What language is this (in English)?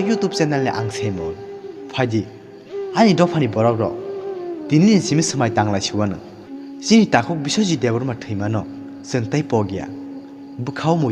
Kok Borok